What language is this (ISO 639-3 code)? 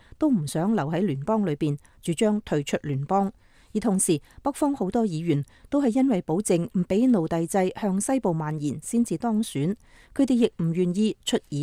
yue